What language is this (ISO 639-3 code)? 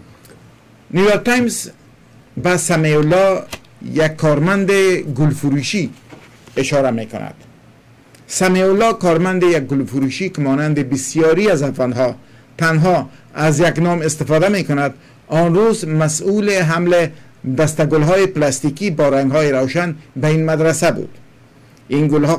fas